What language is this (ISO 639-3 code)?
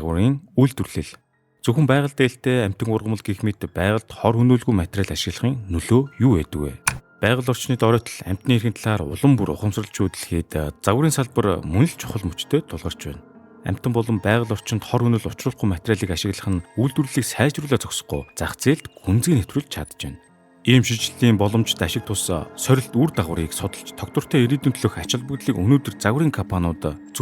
mon